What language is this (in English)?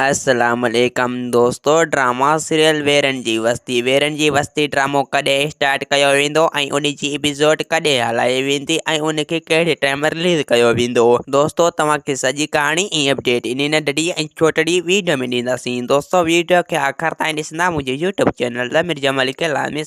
Sindhi